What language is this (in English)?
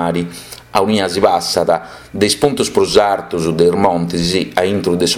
Sardinian